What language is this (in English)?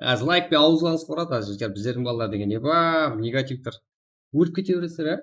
Kara-Kalpak